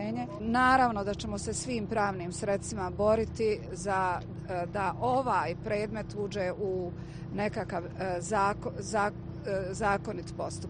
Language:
Bosnian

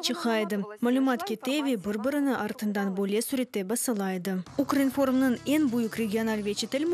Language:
Crimean Tatar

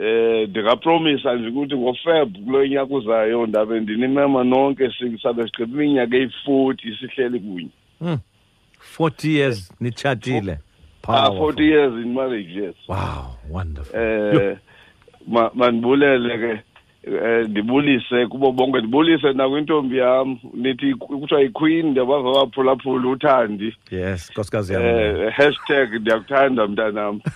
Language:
Xhosa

